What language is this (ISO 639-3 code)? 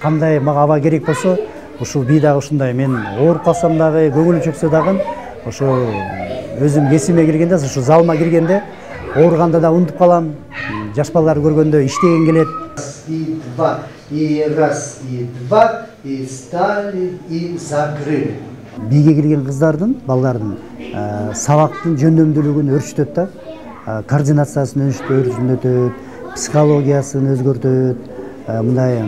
kir